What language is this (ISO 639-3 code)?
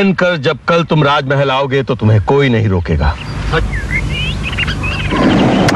hin